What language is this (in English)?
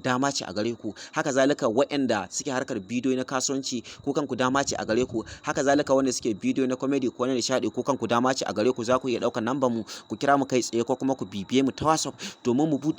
Hausa